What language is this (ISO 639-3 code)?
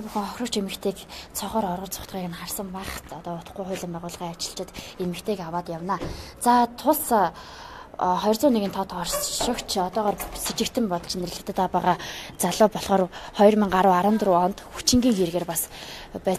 mon